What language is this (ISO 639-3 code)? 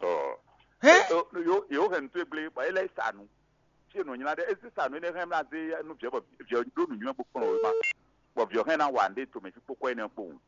fon